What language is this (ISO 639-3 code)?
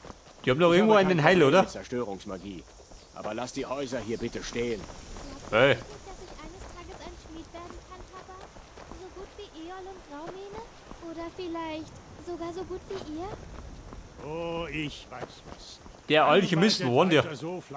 bar